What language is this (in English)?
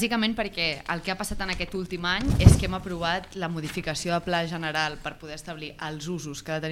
Catalan